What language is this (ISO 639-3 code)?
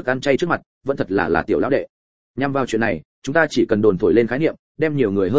vie